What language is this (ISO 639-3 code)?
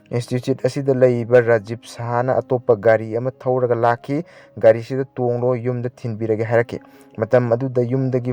mni